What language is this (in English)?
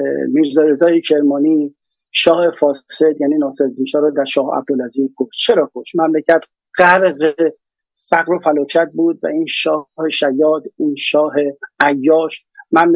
Persian